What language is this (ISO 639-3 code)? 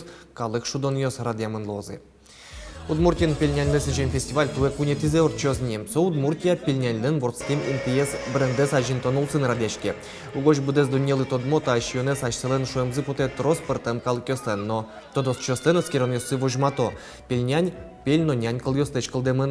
udm